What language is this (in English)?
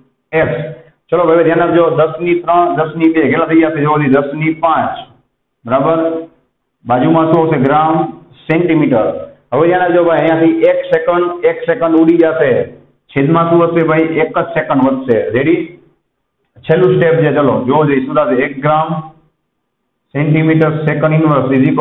Gujarati